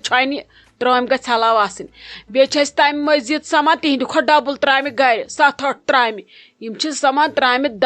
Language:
Kashmiri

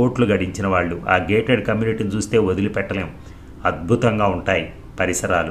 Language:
Telugu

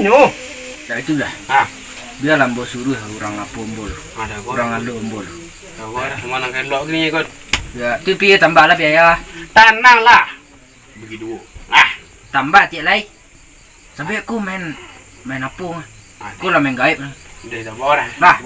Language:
Minangkabau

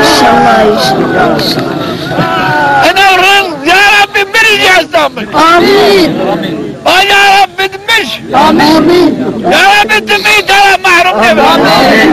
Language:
Zaza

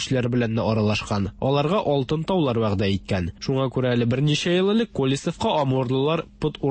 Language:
Tatar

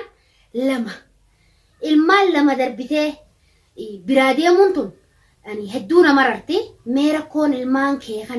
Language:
Oromo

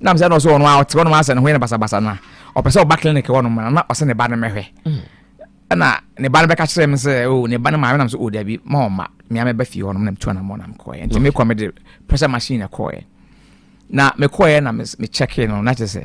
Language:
Akan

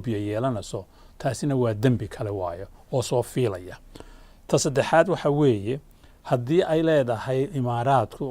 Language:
Somali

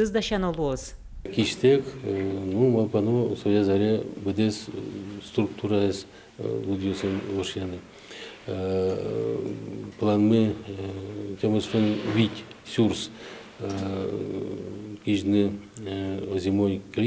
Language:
Udmurt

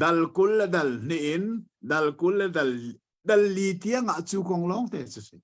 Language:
Hakha Chin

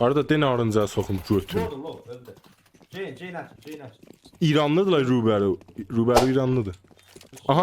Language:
South Azerbaijani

